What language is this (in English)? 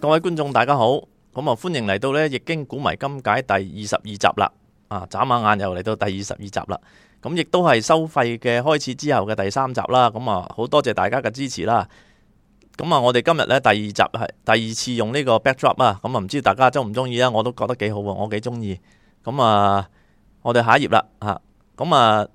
Cantonese